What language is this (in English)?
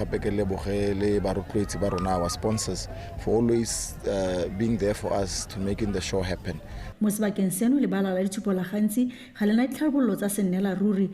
Tswana